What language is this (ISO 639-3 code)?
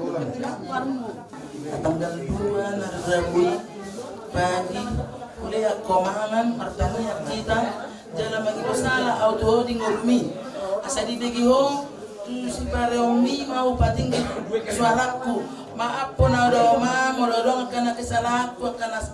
bbc